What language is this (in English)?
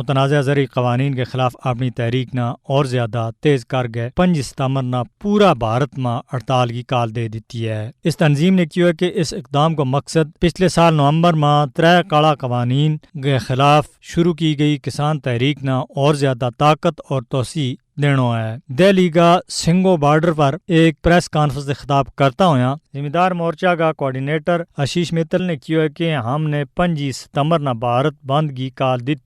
Gujari